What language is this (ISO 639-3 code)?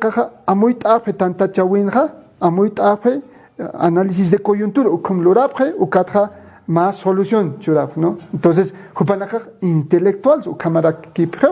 aym